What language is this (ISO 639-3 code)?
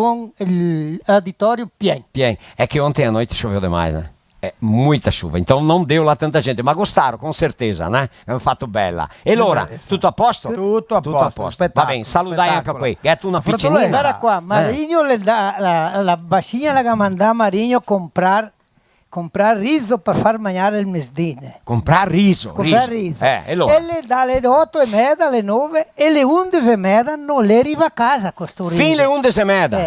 vec